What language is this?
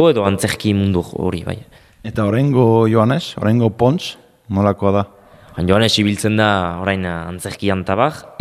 Basque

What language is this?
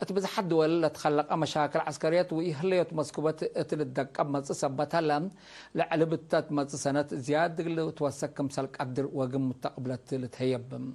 Tigre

